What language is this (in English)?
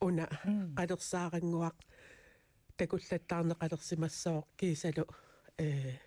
Kalaallisut